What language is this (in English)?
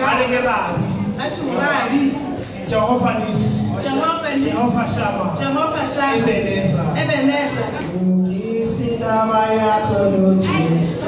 Tswana